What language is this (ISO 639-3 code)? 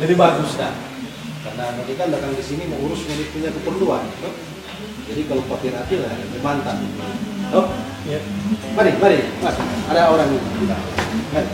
xmm